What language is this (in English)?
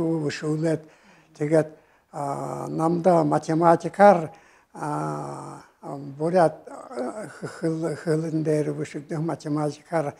Buriat